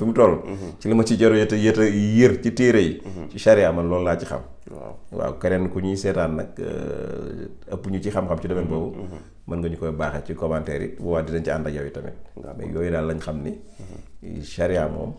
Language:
Wolof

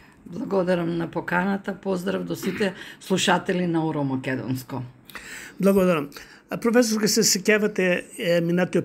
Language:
Macedonian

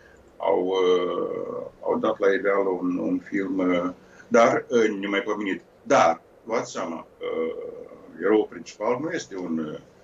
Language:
Romanian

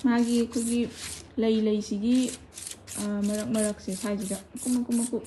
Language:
Manipuri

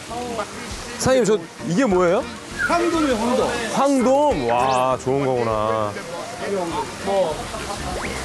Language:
Korean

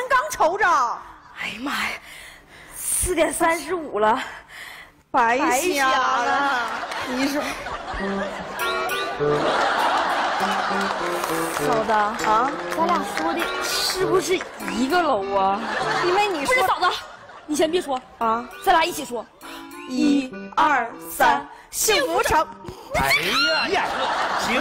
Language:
Chinese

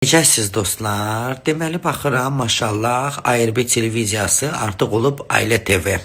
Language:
Azerbaijani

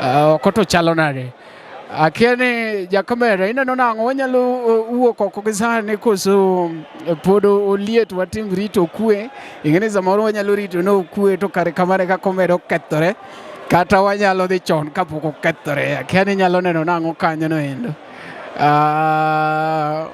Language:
Luo (Kenya and Tanzania)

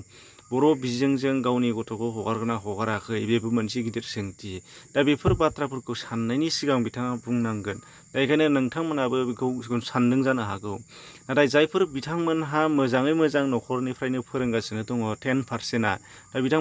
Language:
Bodo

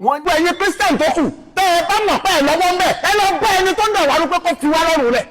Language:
Yoruba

